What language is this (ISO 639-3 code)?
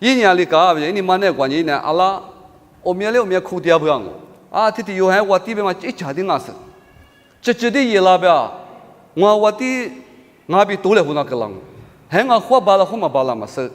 lis